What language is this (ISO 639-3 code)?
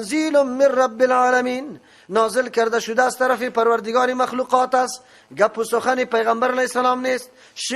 fas